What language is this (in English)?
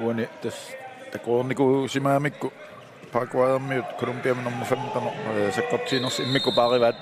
Kalaallisut